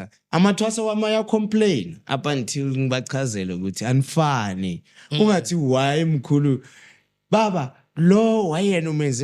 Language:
Zulu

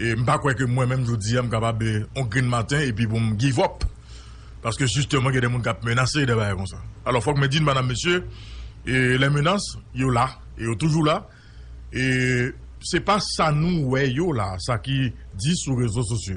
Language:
Haitian Creole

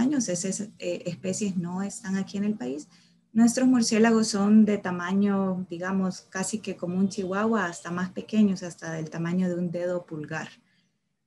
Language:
Spanish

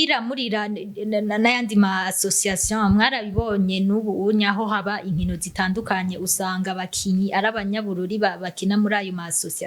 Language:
Rundi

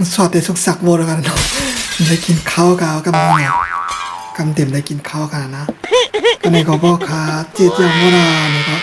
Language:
Shan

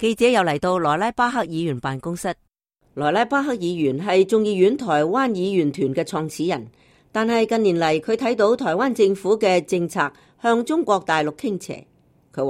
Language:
Cantonese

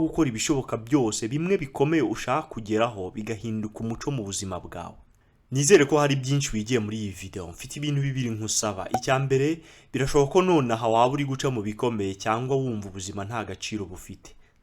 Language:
Kinyarwanda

